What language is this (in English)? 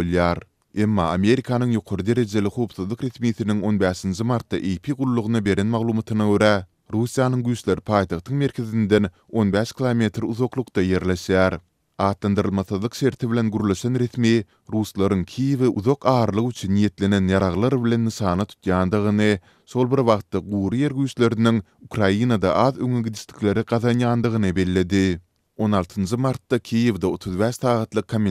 Turkmen